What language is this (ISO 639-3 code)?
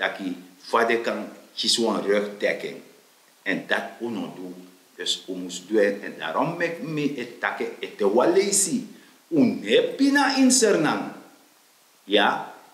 srn